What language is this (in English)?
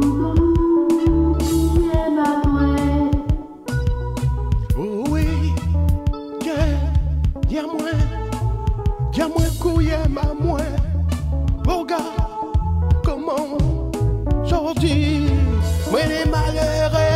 French